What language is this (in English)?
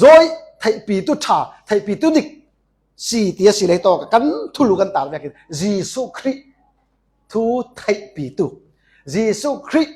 Falam Chin